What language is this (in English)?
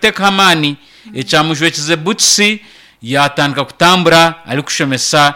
Nyankole